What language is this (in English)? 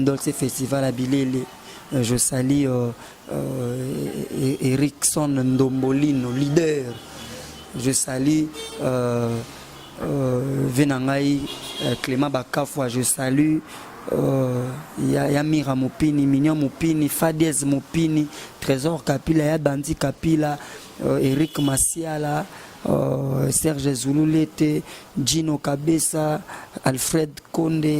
Lingala